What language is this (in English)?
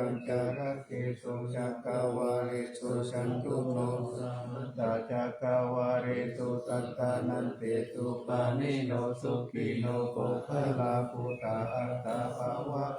Pali